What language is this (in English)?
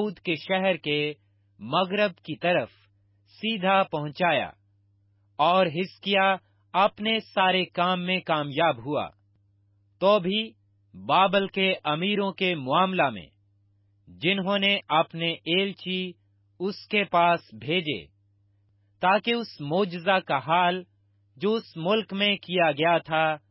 Urdu